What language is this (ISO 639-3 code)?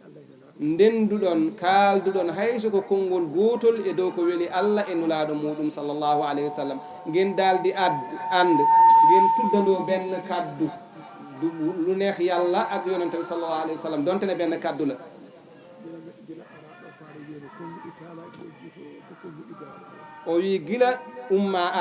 ful